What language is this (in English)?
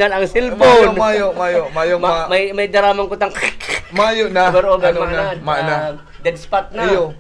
Bikol